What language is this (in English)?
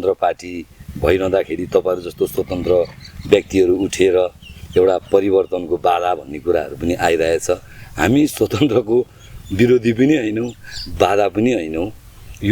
Nepali